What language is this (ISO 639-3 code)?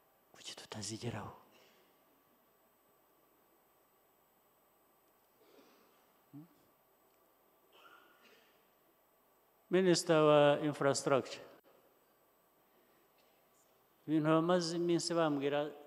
kin